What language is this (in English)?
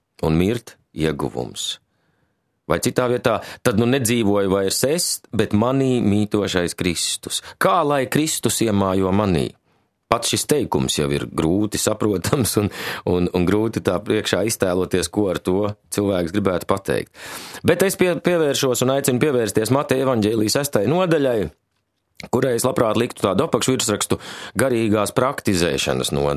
Latvian